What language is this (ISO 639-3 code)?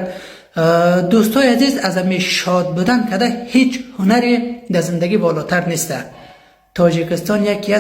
fas